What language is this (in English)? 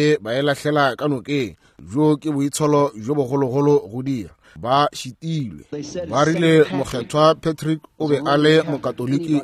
Northern Sotho